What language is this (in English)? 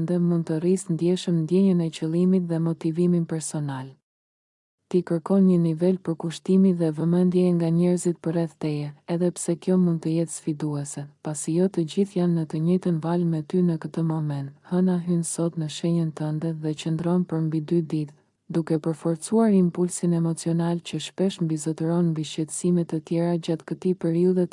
Albanian